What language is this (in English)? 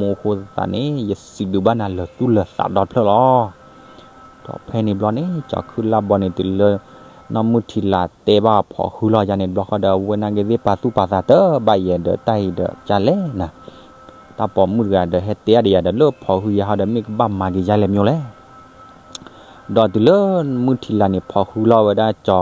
S'gaw Karen